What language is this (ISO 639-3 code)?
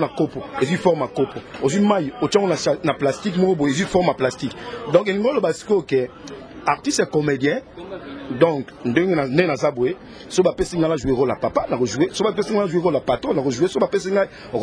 lin